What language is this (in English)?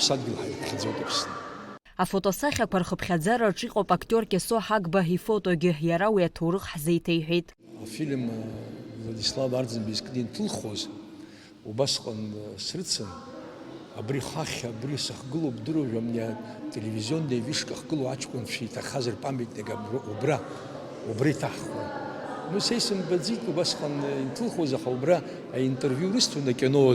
Abkhazian